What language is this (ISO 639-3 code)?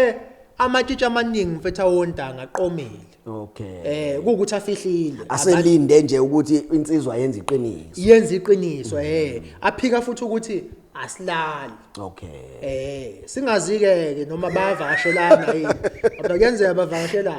zul